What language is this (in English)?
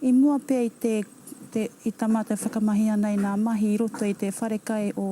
Māori